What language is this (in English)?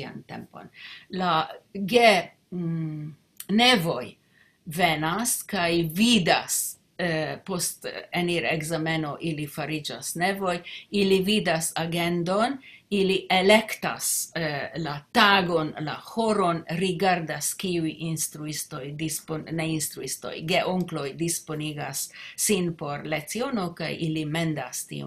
Esperanto